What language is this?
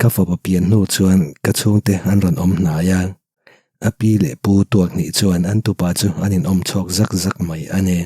Mizo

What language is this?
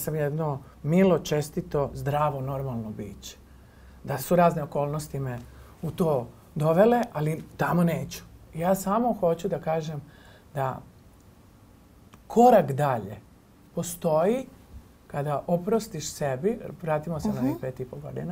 Serbian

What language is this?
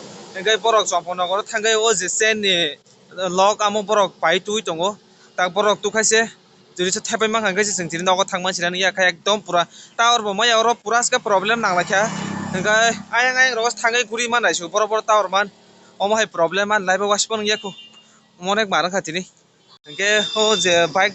Kok Borok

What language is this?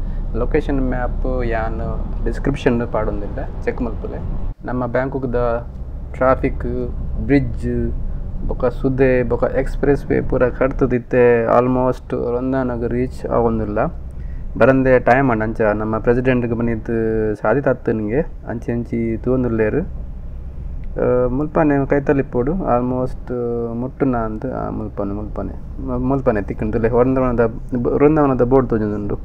Tulu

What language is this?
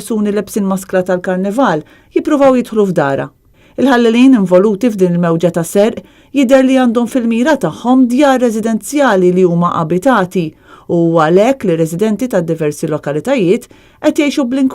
Maltese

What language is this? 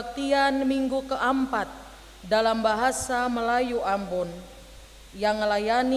Ambonese Malay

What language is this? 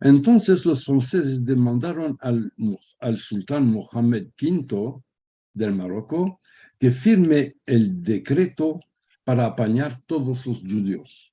Ladino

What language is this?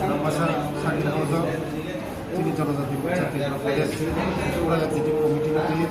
Riang (India)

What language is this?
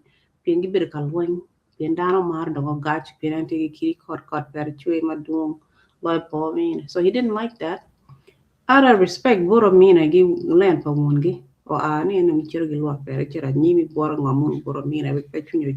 Acoli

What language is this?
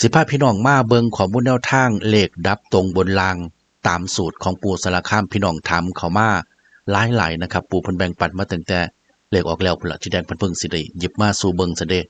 Northeastern Thai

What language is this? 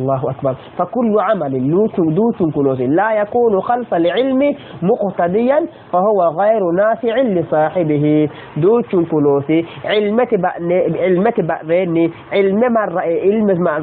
Sidamo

